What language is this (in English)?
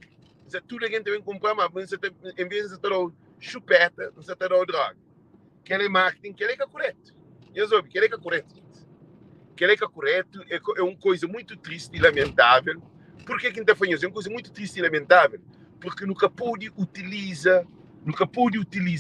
Kabuverdianu